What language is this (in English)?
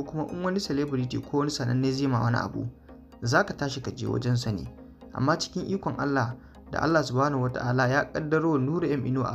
Hausa